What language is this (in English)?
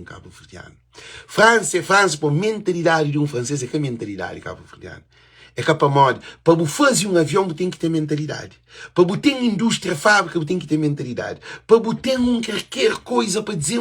Kabuverdianu